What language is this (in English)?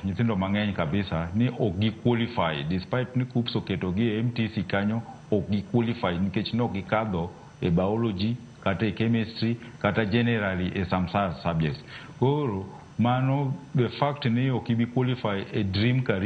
Luo (Kenya and Tanzania)